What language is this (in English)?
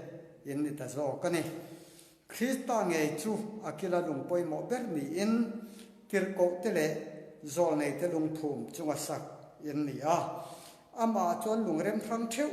Mizo